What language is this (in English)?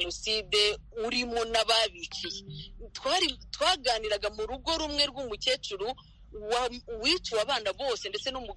Kinyarwanda